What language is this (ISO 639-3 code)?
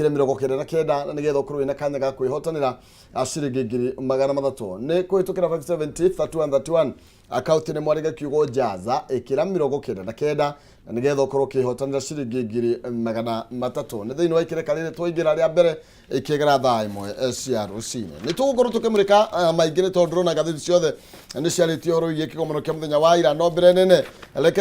kik